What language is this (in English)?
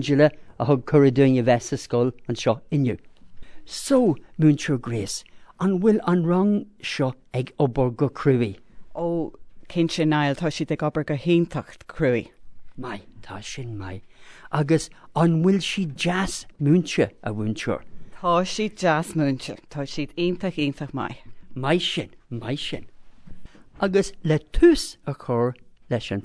Irish